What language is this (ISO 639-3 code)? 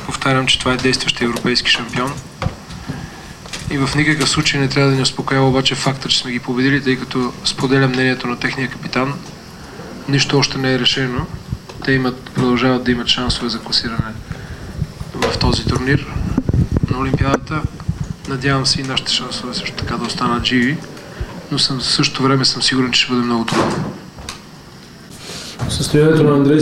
bul